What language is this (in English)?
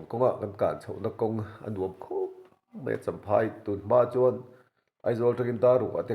Mizo